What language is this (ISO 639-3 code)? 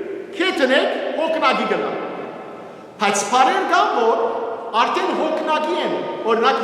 hyw